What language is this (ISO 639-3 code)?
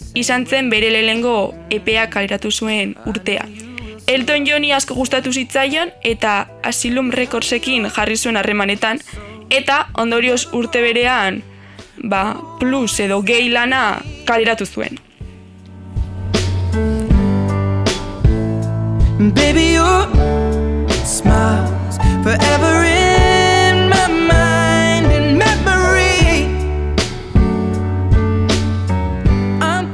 eus